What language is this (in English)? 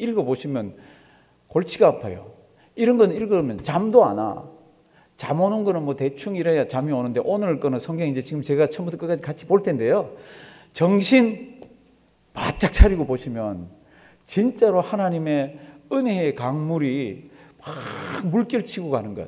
Korean